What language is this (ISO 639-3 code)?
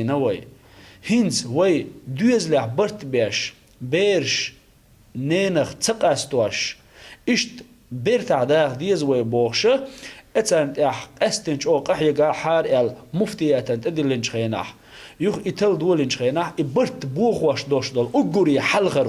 che